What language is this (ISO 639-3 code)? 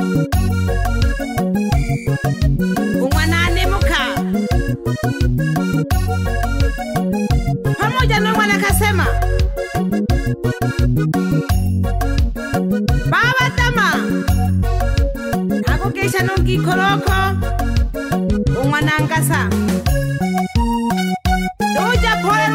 swa